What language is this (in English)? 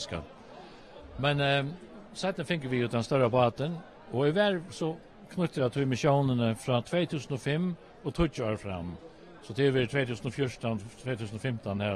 Faroese